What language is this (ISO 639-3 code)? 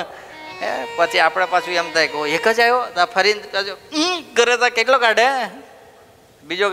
guj